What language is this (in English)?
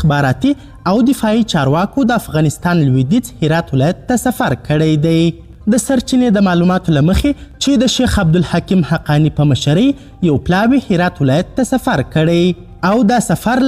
Pashto